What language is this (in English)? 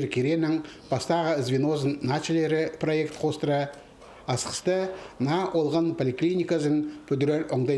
Khakas